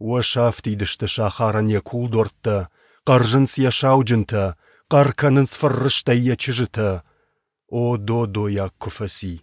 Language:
Ossetic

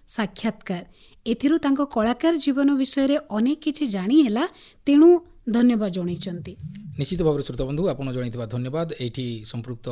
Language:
Odia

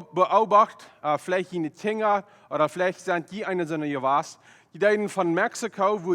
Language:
Plautdietsch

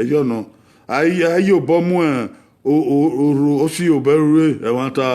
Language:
Bini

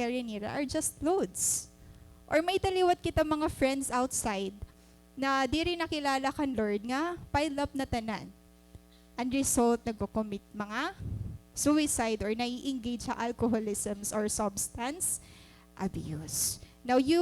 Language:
Waray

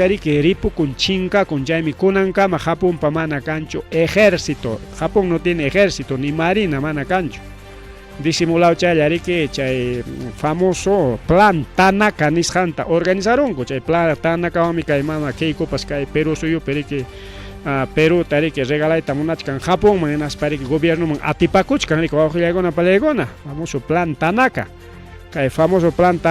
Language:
Ayacucho Quechua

